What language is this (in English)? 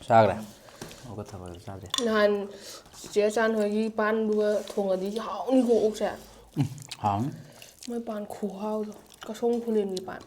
Manipuri